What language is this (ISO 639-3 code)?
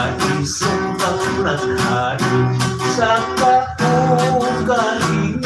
hil